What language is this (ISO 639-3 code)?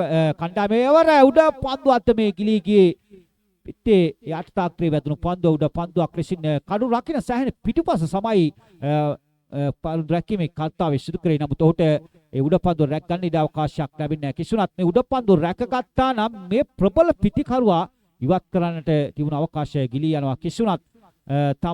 sin